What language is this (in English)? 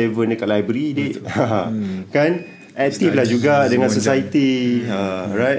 Malay